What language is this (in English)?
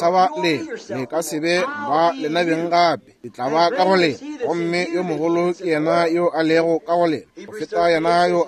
Northern Sotho